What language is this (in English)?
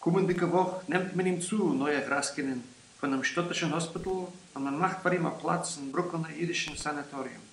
Yiddish